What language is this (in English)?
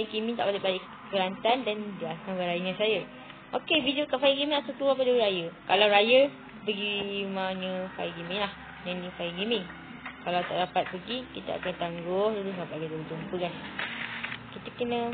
Malay